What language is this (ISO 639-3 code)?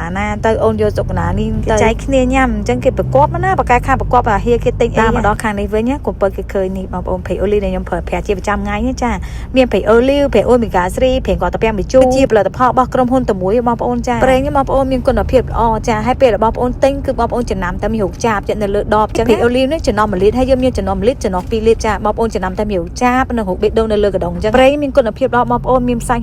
khm